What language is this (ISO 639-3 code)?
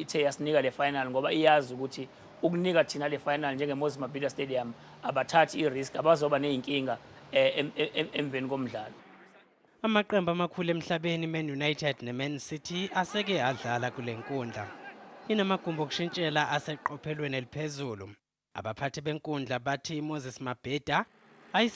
zul